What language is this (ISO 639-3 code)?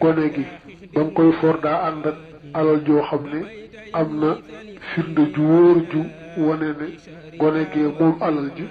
wol